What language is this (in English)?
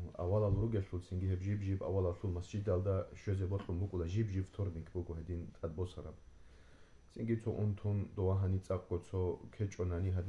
Avaric